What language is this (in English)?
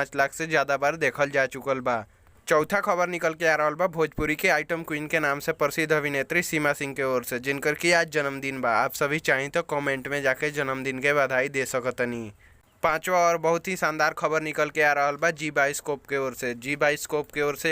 Bhojpuri